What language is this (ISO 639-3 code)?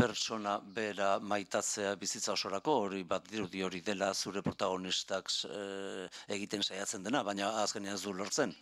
eus